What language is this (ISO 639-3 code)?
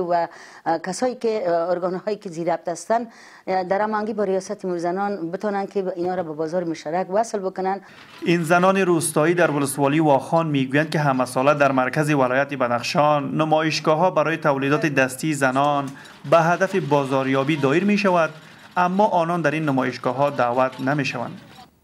fas